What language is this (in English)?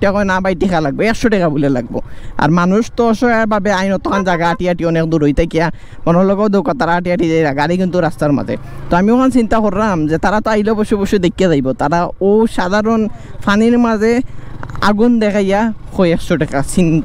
Sylheti